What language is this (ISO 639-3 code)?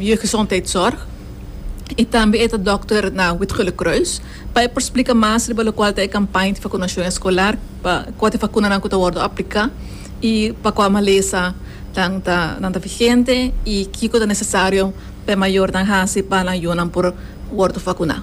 pap